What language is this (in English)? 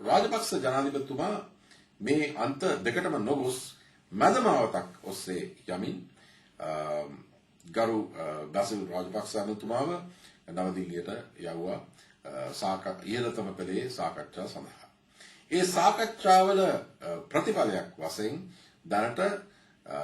Sinhala